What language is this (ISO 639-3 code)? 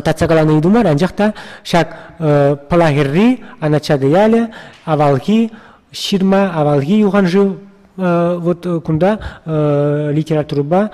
chv